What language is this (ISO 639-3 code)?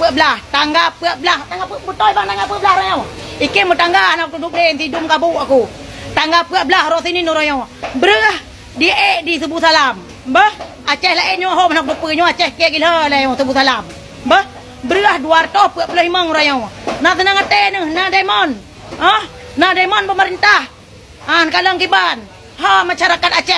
ace